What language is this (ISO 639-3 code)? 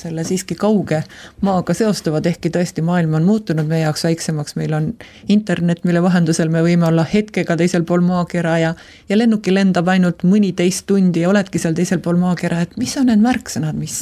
est